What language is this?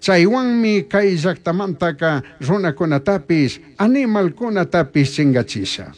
Chimborazo Highland Quichua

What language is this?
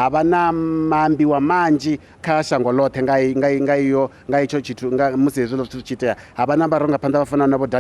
Venda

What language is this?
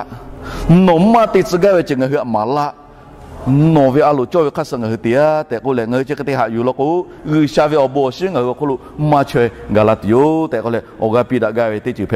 Lahu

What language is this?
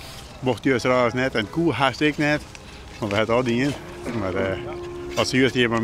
Western Frisian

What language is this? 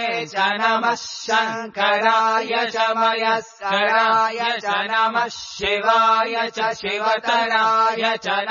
Sanskrit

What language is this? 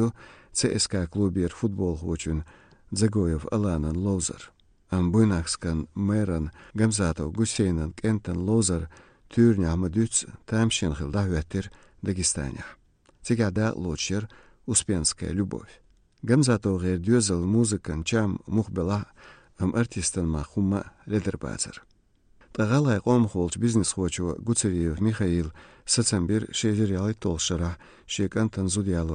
Chechen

